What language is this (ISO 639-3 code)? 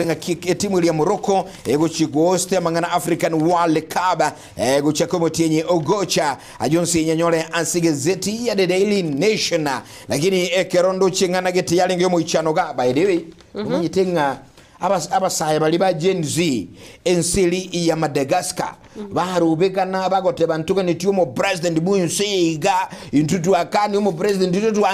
guz